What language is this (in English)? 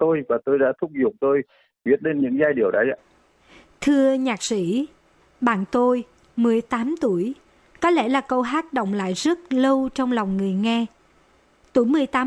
Vietnamese